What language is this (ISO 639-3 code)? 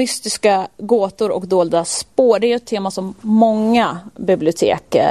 swe